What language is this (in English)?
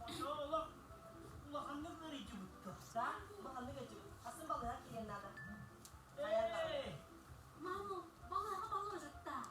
Yakut